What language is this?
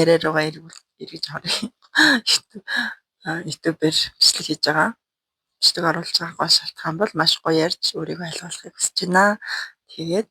Mongolian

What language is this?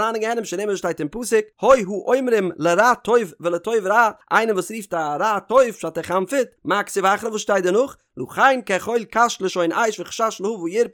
Yiddish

